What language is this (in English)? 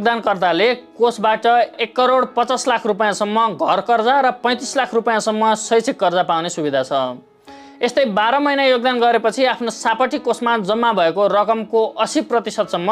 Nepali